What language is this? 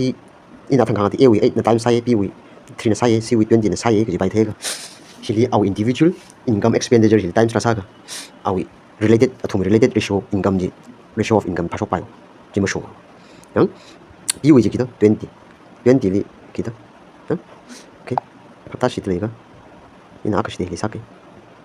Tangkhul Naga (India)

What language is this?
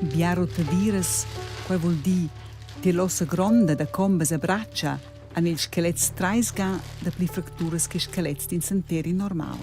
Romansh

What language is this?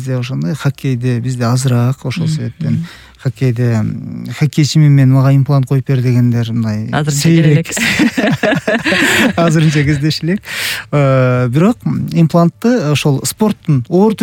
Kyrgyz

